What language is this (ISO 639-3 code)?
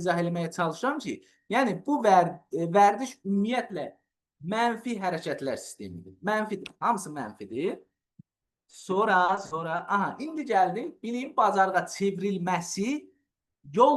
aze